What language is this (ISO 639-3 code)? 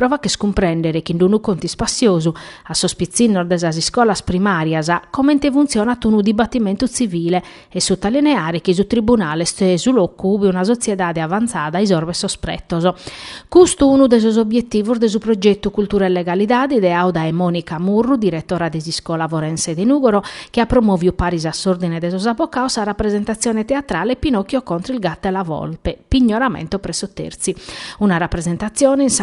srd